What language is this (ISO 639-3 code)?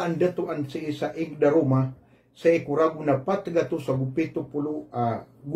mrw